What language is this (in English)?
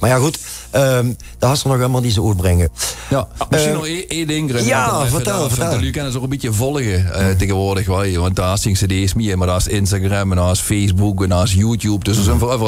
Limburgish